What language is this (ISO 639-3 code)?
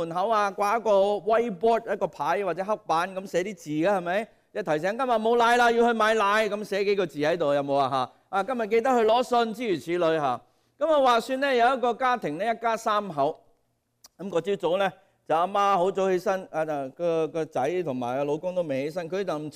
yue